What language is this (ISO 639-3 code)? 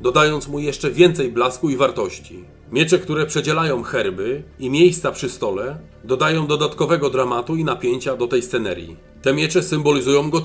pol